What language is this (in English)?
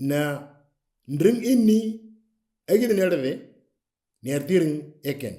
Moro